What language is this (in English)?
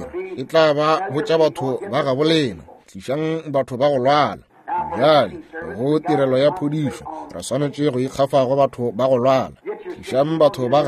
Northern Sotho